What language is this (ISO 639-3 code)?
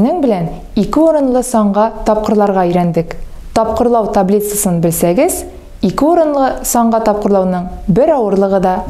tat